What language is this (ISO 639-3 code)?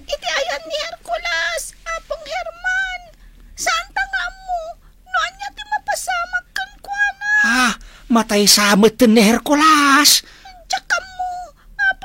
ilo